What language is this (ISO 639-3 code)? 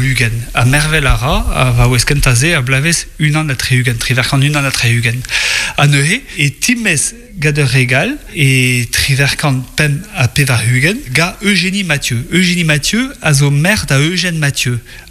bre